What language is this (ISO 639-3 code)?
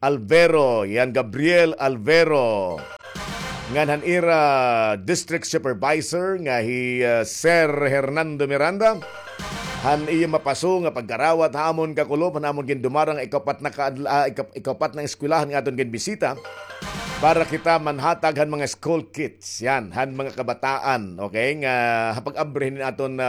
war